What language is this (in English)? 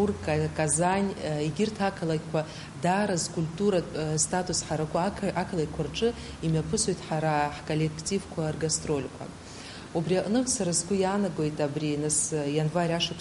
Abkhazian